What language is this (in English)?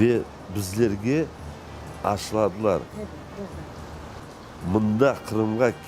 Crimean Tatar